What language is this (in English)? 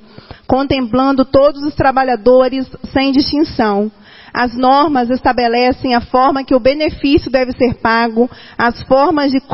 Portuguese